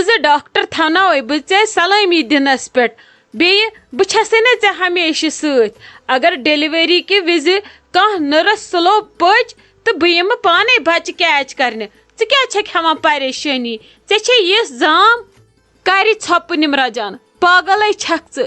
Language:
Kashmiri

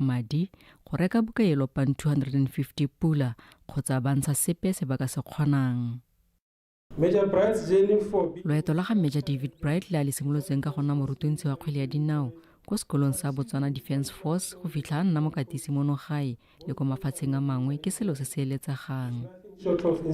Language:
Tswana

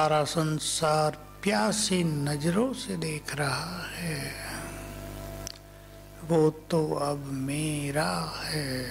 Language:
Hindi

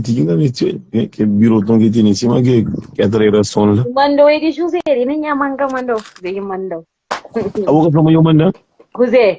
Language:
Kabuverdianu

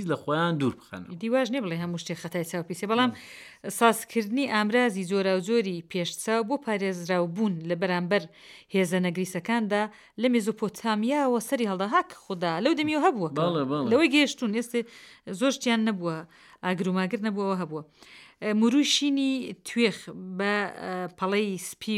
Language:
Central Kurdish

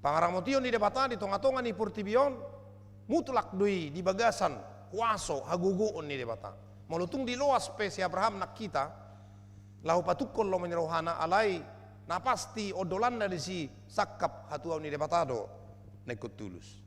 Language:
Batak Toba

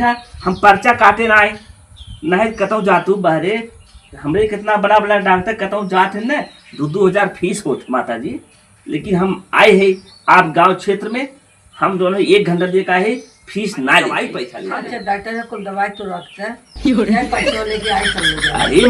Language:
Awadhi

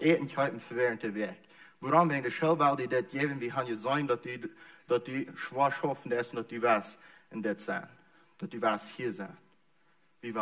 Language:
Plautdietsch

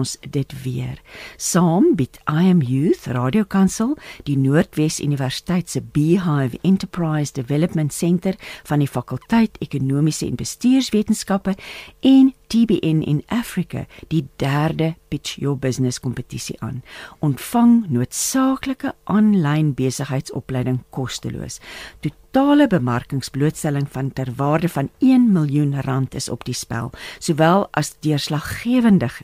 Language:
Afrikaans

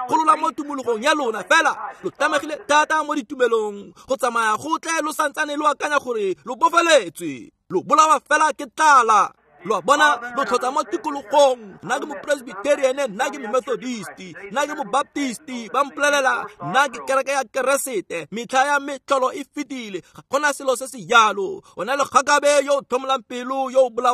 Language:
Tswana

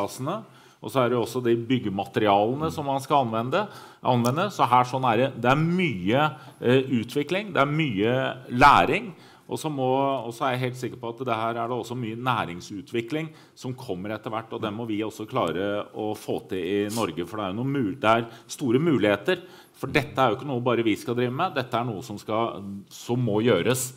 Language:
Norwegian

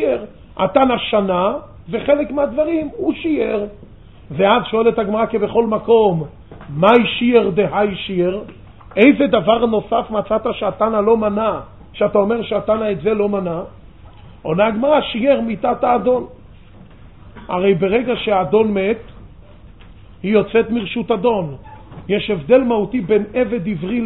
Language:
Hebrew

